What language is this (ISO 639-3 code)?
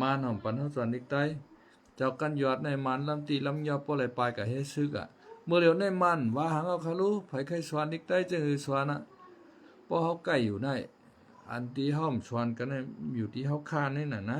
shn